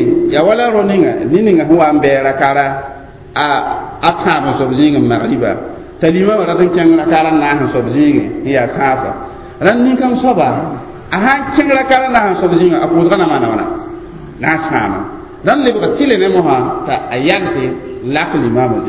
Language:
Mossi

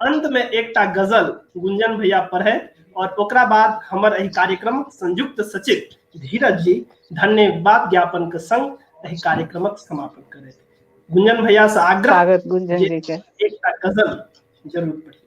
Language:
Maithili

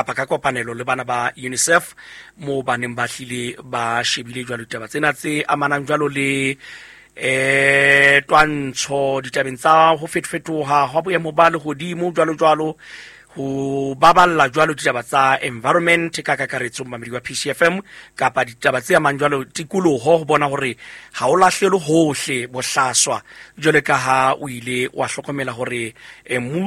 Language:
Southern Sotho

